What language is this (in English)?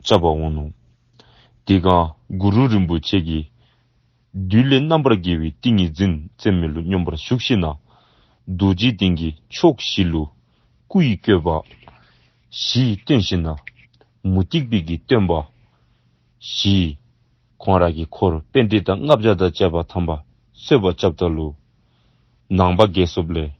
Dzongkha